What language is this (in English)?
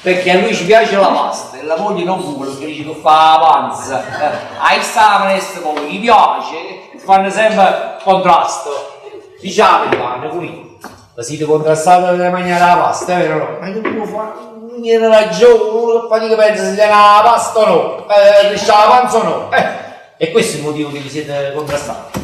Neapolitan